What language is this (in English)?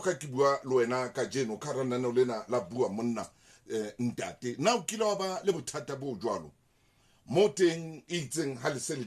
Southern Sotho